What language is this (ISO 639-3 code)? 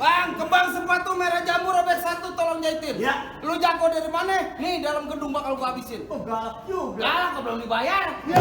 bew